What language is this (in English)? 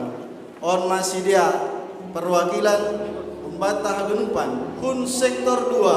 Batak Simalungun